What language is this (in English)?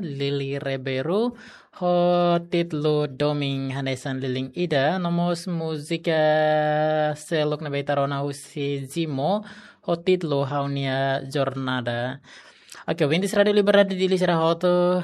Tetum